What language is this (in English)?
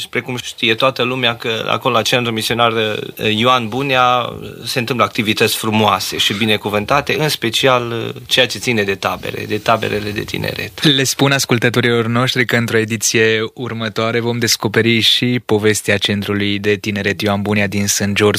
Romanian